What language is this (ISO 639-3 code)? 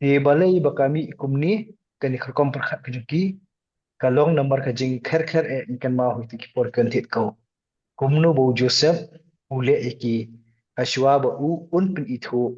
kha